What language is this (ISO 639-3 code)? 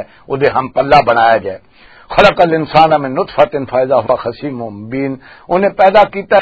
lah